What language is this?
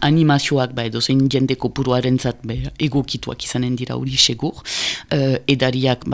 Basque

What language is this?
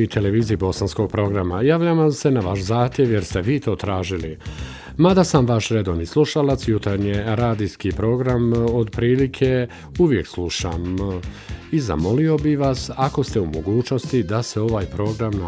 Bosnian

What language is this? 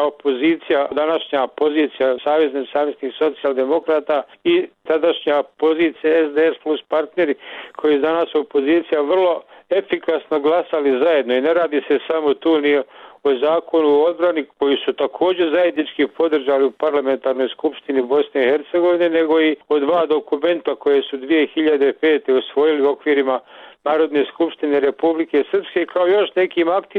Bosnian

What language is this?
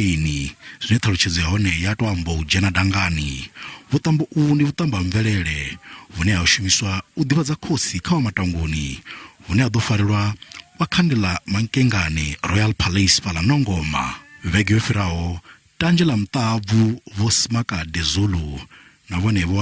Venda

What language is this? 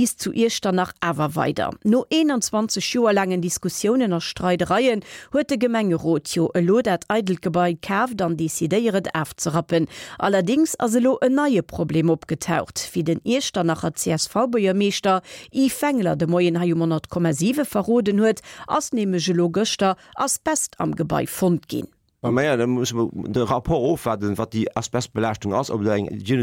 Luxembourgish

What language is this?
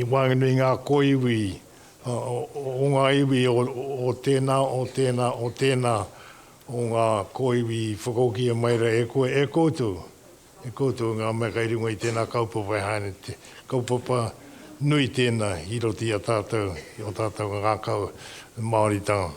Māori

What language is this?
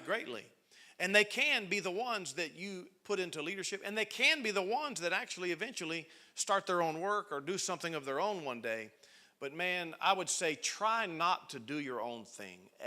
English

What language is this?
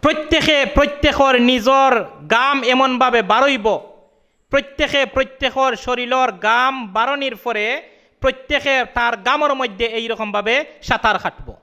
Sylheti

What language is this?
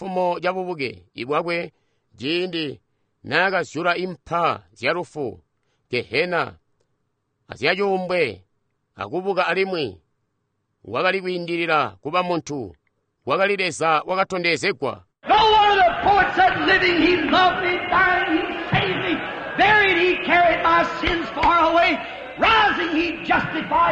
Tonga (Zambia)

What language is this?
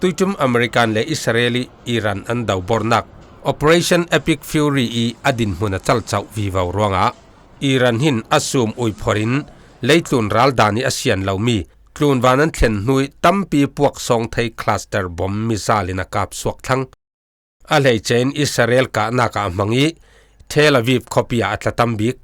Falam Chin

